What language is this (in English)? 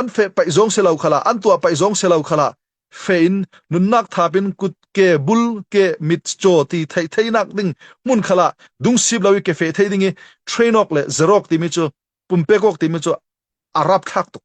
Falam Chin